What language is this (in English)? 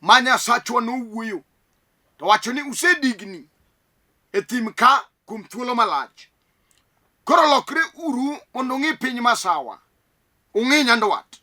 Luo (Kenya and Tanzania)